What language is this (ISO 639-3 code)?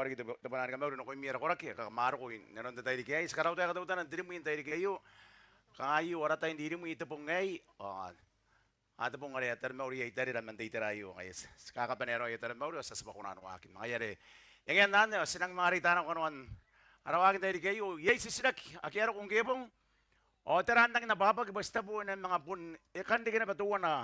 gil